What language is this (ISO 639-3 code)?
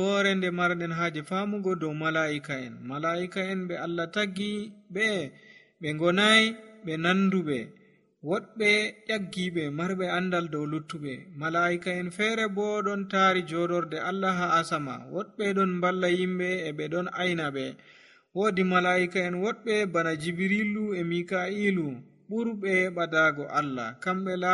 fuv